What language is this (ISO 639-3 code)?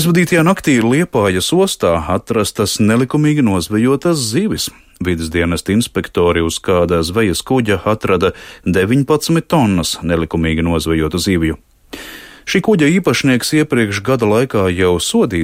lav